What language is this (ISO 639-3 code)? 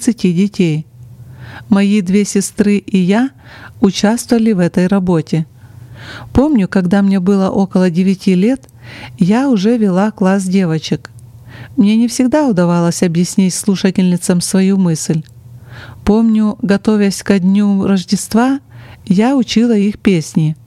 rus